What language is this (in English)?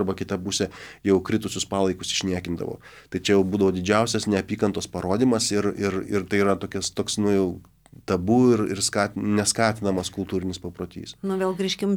Lithuanian